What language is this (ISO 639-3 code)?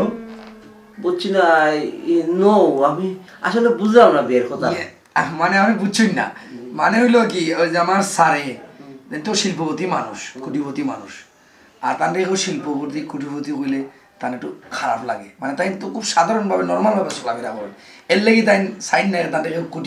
syl